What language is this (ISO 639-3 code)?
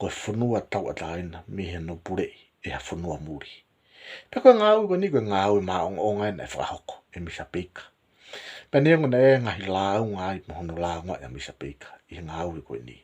ton